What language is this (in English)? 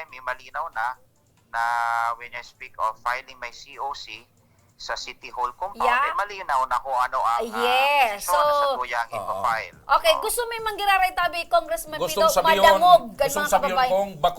Bikol